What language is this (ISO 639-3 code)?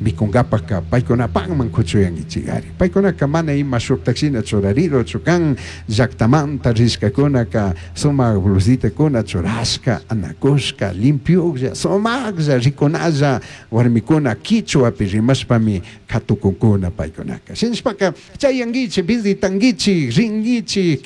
qug